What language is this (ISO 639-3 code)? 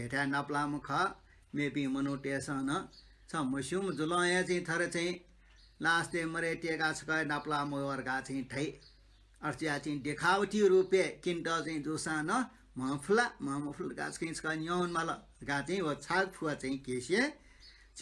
new